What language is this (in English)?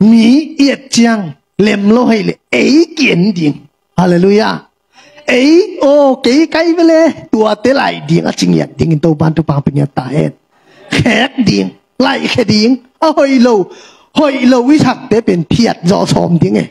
Tedim Chin